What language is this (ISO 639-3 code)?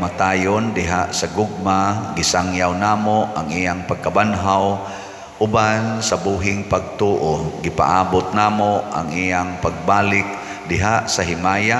ceb